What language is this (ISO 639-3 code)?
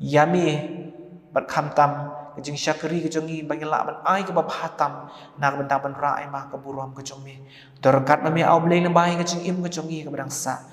kha